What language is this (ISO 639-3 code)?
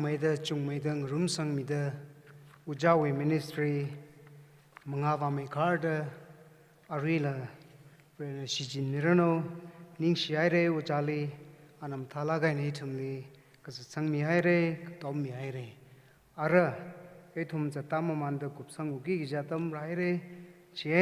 nmf